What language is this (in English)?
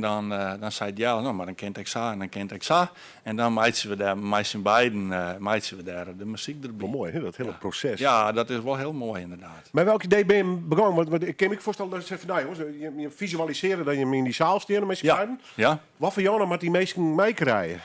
Western Frisian